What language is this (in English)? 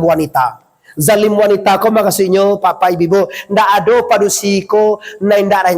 Minangkabau